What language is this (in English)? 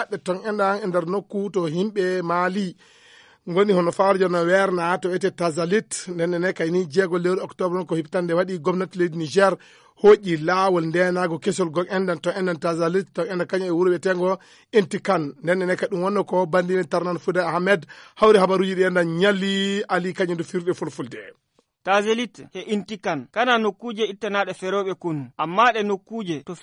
Fula